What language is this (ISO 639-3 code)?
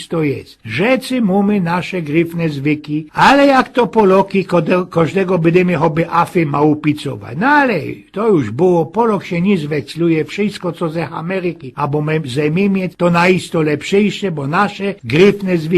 szl